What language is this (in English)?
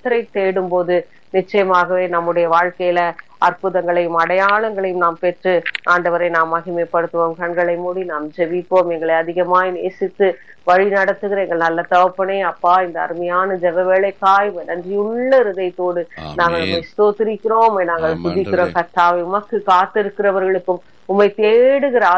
Tamil